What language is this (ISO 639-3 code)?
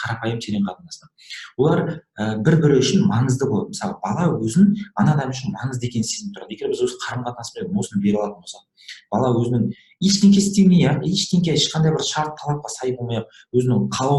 kaz